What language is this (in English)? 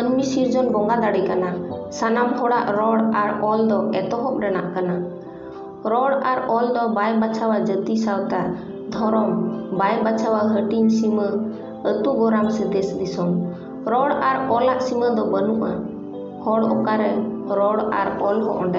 Santali